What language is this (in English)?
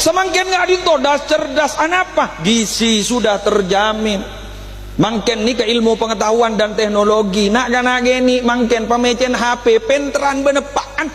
Madurese